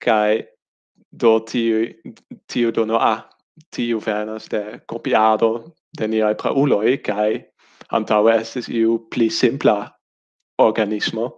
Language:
Esperanto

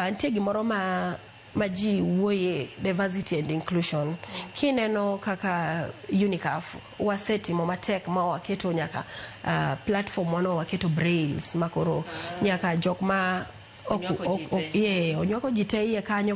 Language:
Luo (Kenya and Tanzania)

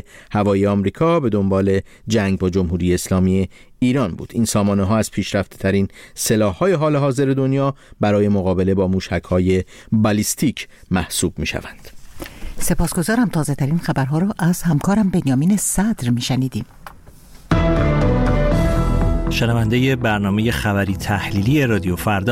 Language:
Persian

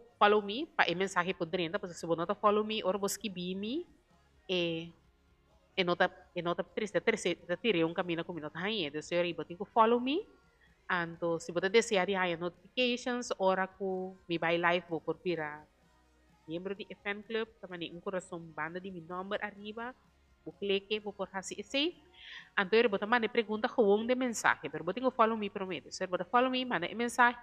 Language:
Papiamento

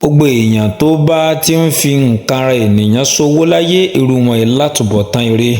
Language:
Yoruba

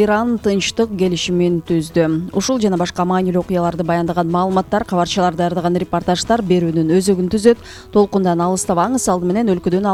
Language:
Kyrgyz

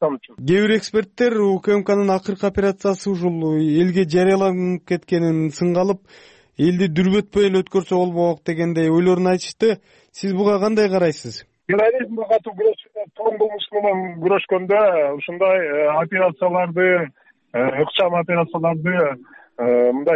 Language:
Kyrgyz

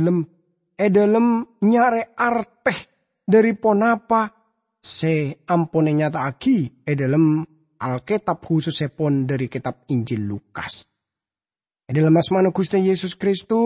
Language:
Madurese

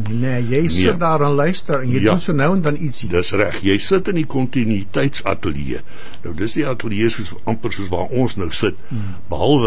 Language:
Afrikaans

